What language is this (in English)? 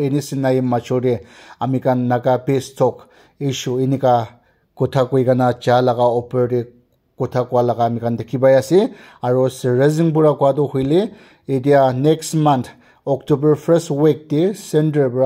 Naga Pidgin